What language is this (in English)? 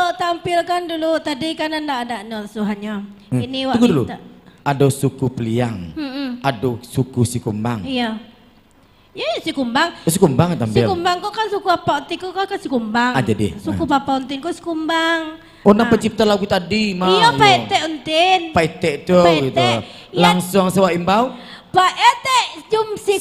Minangkabau